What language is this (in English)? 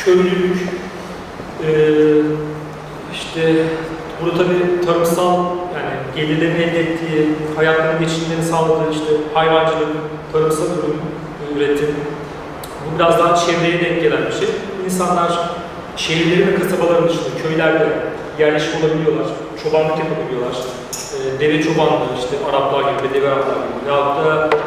Turkish